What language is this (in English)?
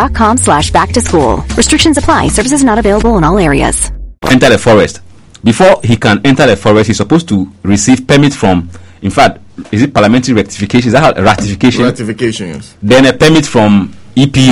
English